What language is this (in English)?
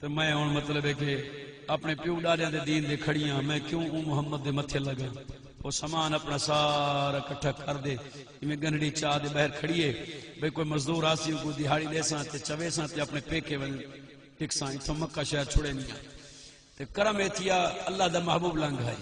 Saraiki